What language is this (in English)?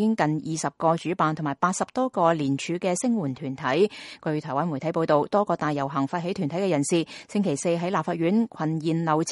Cantonese